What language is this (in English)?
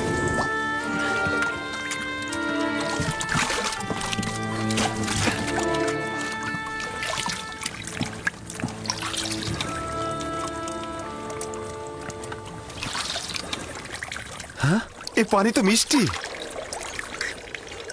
Bangla